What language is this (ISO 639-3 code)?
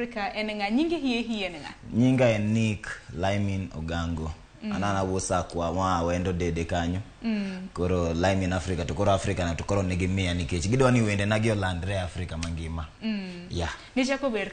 luo